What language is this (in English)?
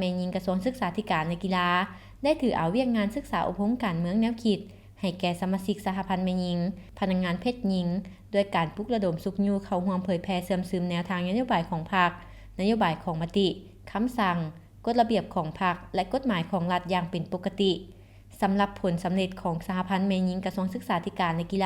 Lao